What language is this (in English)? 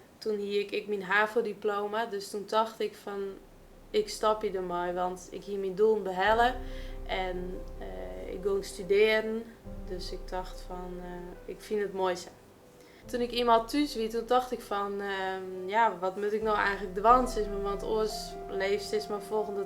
Western Frisian